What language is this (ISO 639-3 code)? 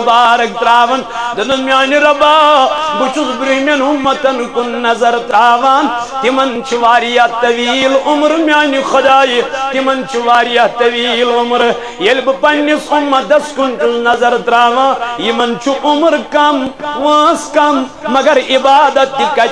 kas